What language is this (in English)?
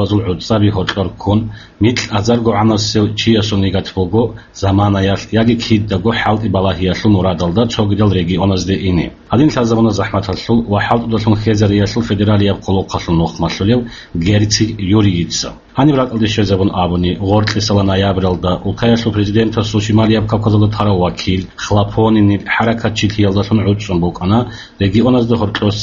Avaric